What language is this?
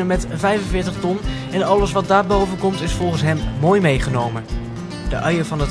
Dutch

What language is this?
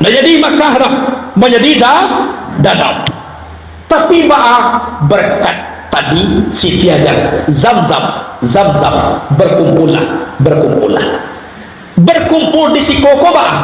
Minangkabau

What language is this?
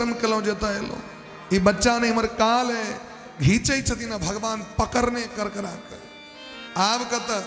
Maithili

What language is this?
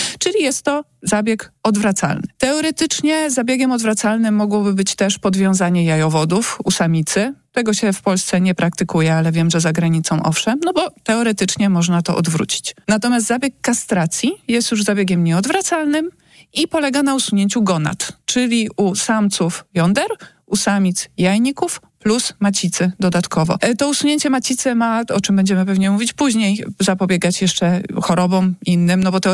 Polish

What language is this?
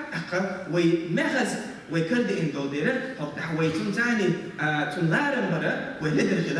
Chechen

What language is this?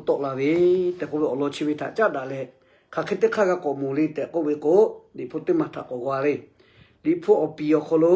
Lahu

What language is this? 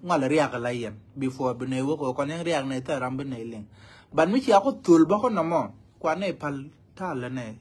Nuer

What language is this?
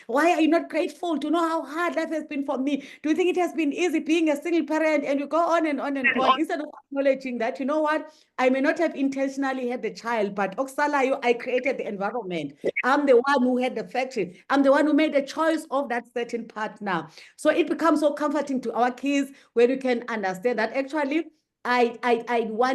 English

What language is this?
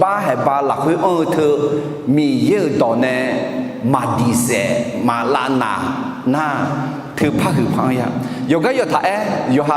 Akha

